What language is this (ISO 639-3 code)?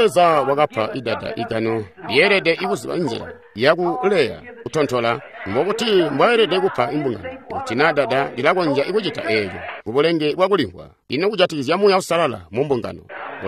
toi